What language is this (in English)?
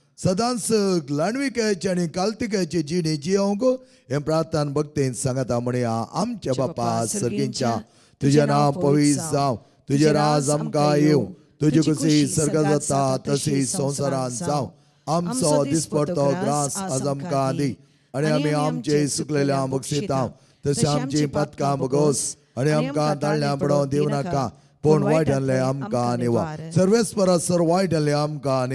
Konkani